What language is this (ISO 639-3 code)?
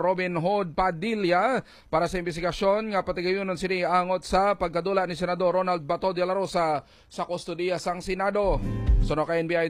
hil